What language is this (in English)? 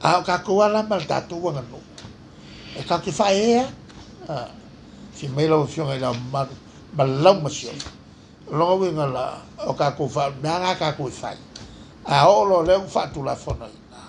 Samoan